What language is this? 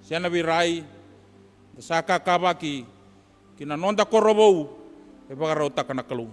Fijian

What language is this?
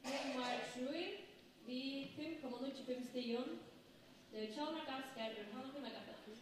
Faroese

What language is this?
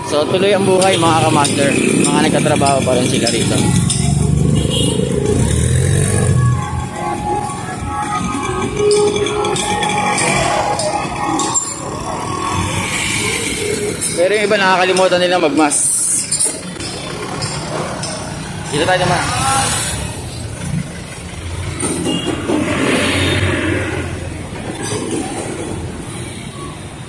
Filipino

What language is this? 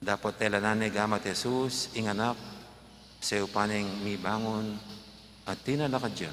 Pampanga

